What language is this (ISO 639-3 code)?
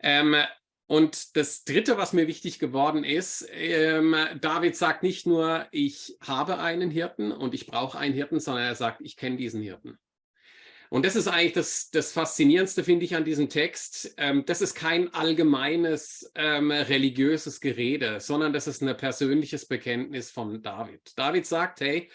gsw